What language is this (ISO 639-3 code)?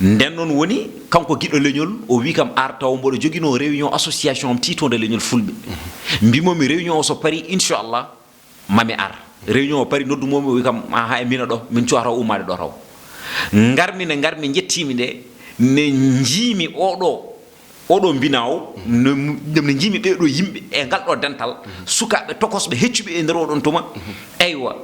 ful